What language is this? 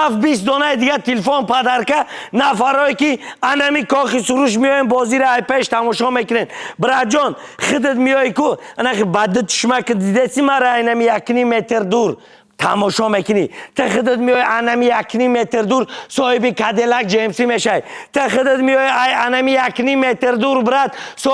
Tajik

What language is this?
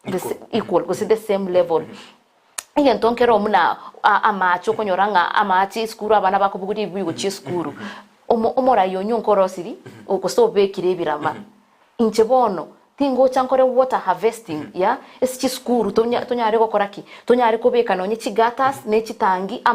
Gusii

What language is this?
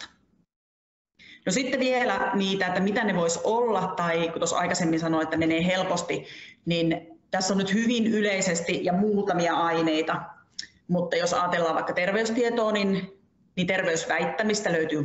Finnish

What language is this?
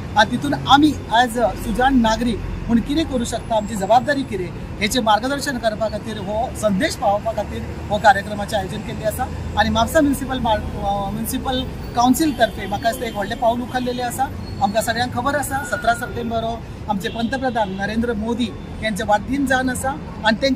Konkani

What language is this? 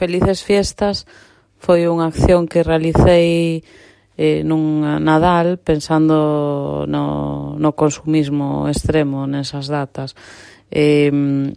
Galician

